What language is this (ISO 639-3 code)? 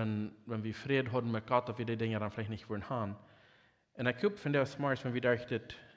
pdt